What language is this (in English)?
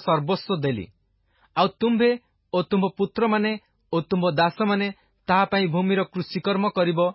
Odia